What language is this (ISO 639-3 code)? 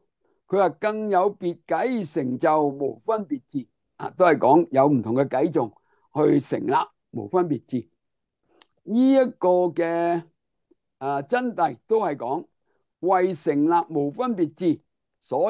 yue